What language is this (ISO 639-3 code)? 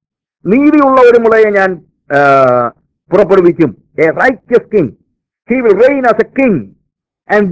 mal